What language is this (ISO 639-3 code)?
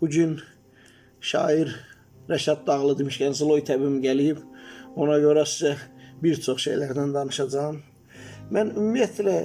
aze